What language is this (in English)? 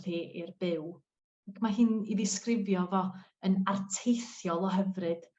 Welsh